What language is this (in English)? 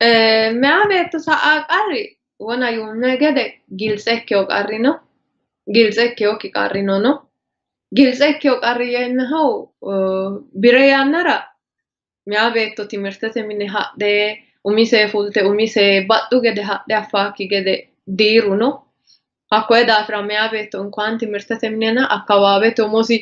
Sidamo